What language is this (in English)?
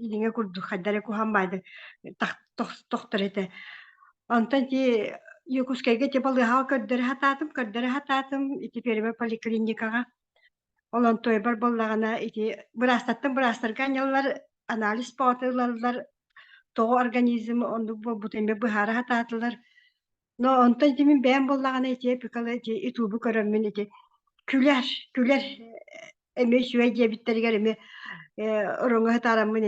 Yakut